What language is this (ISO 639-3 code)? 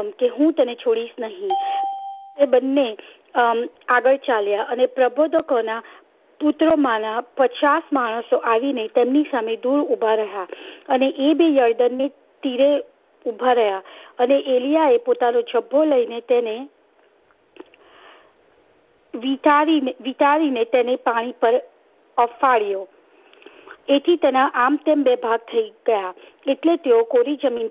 guj